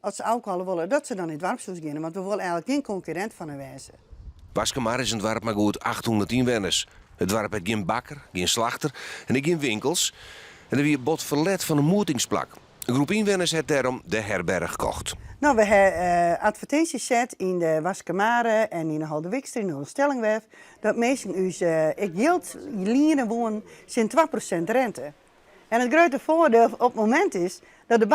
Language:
Western Frisian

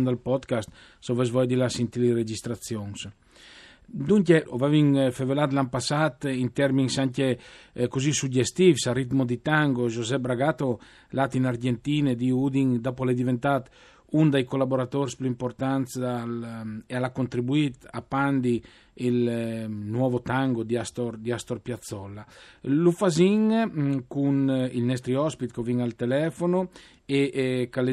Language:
Friulian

